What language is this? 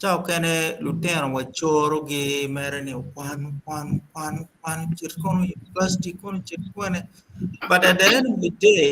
Acoli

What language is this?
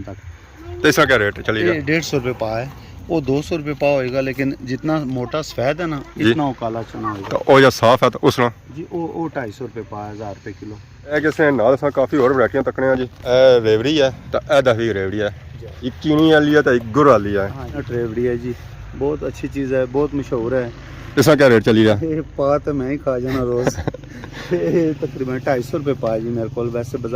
Pahari-Potwari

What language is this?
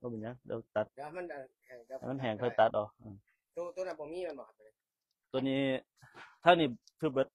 Northeastern Thai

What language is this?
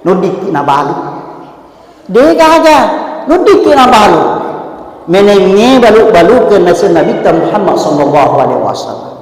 Buginese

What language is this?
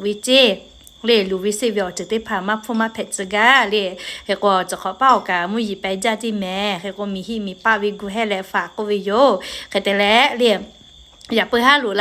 Lahu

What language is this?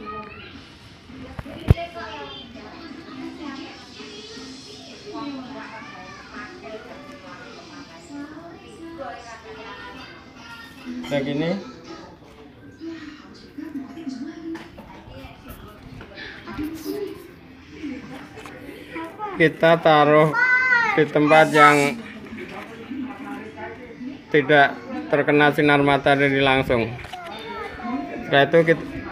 Indonesian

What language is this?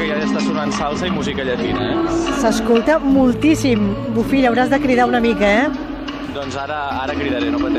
Catalan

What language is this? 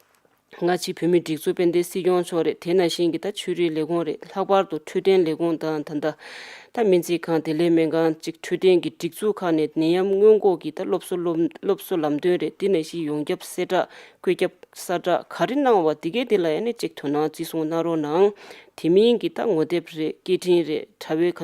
Tibetan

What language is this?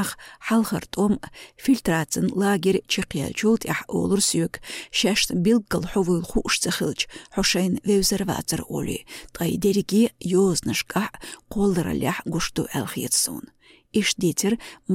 Chechen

